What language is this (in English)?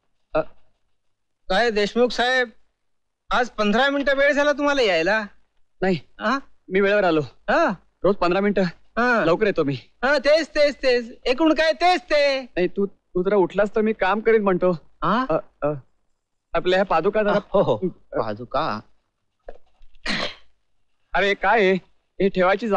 Marathi